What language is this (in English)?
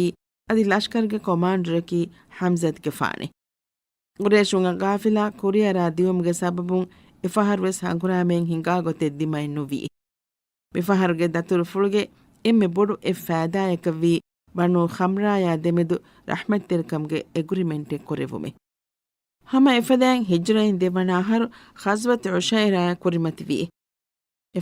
Divehi